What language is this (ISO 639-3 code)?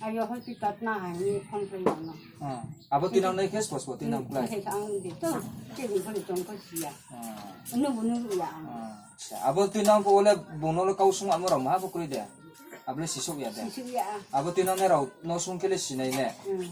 ria